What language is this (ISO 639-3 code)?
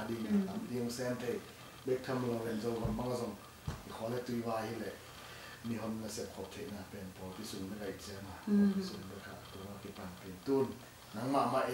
ctd